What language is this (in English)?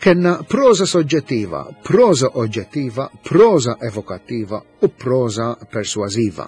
Maltese